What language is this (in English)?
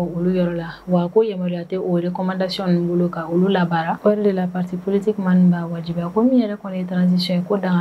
Bambara